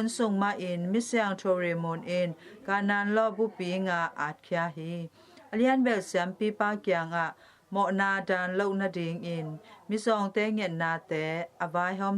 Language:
Tedim Chin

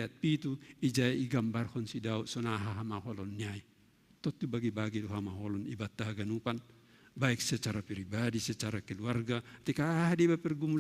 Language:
Batak Simalungun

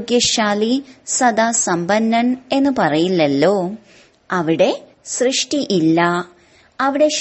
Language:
Malayalam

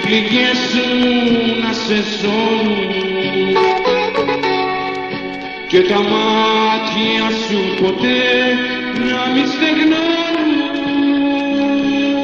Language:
Greek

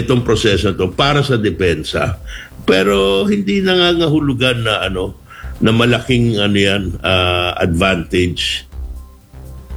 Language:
Filipino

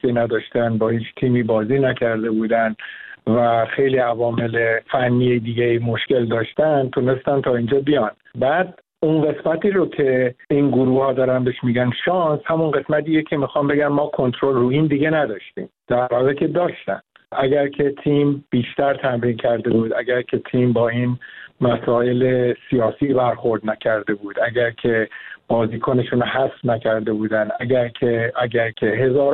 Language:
Persian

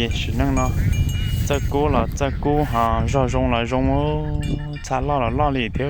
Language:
Hmong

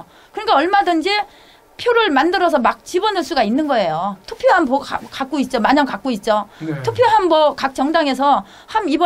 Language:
Korean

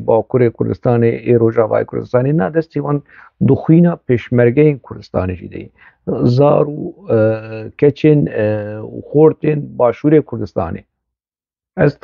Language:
Kurdish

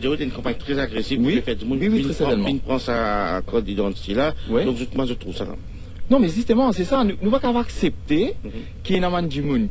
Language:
Morisyen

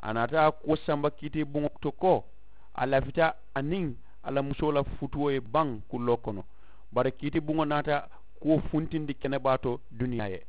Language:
Mandingo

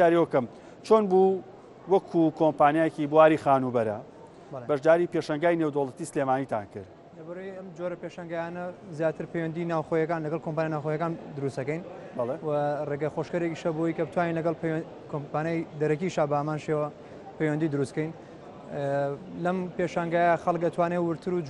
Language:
Central Kurdish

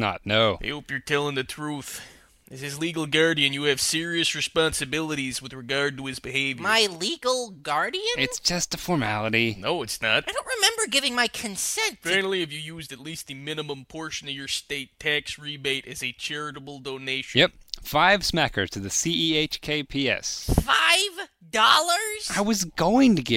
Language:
English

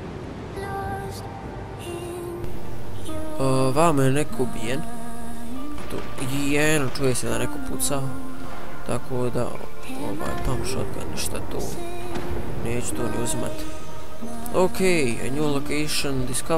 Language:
Bosnian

